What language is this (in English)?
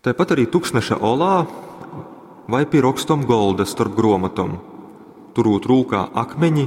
Latgalian